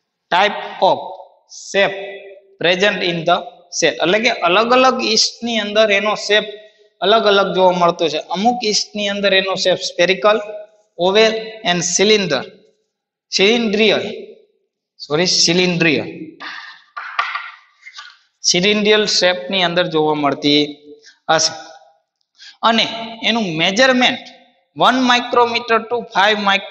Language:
Gujarati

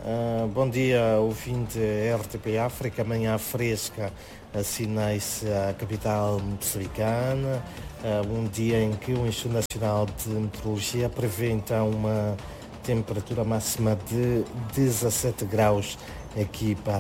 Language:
Portuguese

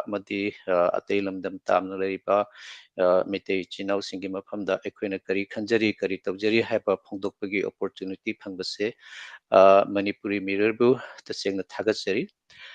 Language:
Manipuri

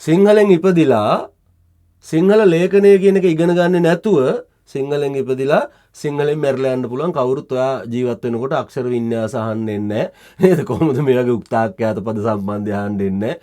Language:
Sinhala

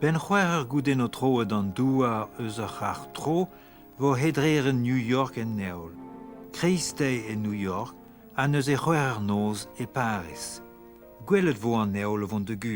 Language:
Breton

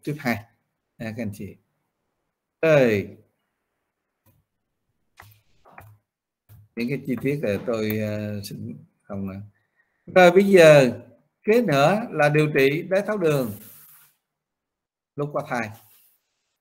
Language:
Vietnamese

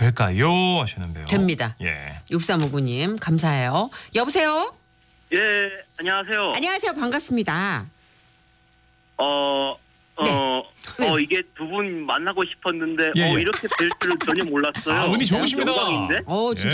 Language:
Korean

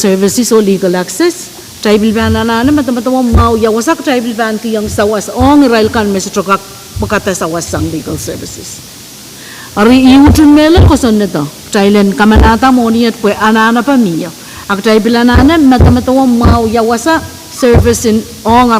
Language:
Pohnpeian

